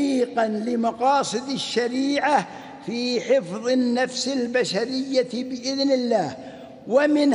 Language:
Arabic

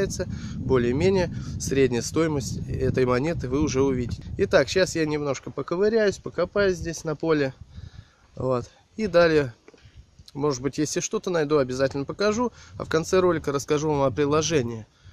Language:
Russian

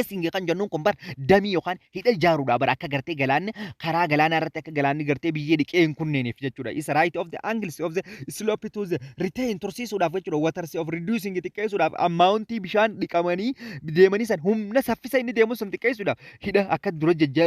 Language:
Oromo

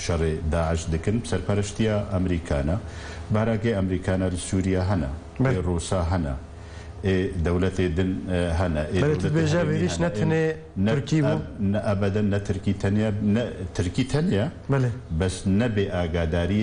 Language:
Kurdish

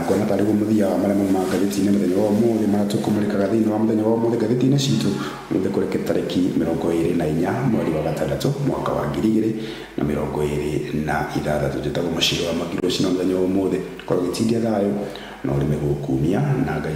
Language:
Kikuyu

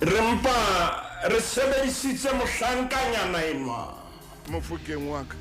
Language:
Southern Sotho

